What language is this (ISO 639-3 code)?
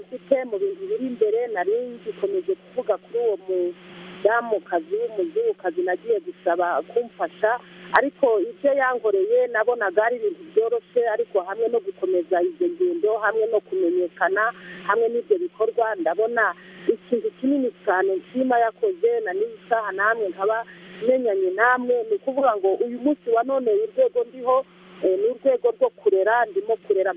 kin